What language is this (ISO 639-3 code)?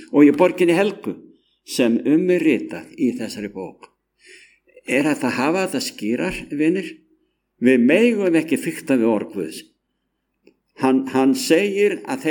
isl